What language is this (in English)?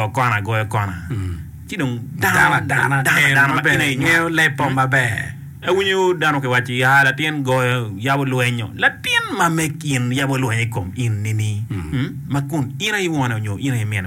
Acoli